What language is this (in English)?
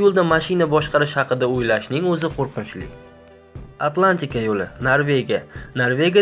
Uzbek